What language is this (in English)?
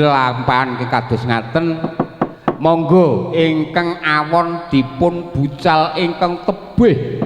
Javanese